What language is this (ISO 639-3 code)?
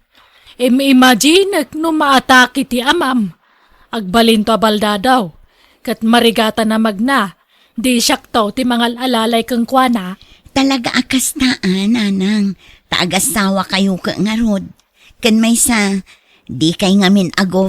ilo